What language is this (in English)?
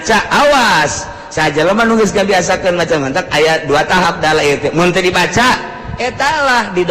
Sundanese